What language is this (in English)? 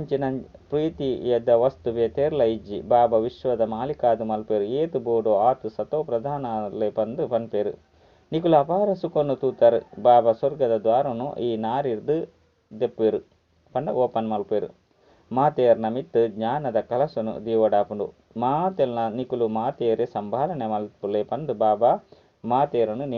Tulu